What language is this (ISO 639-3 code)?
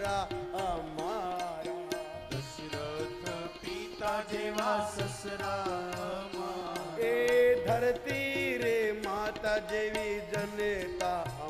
guj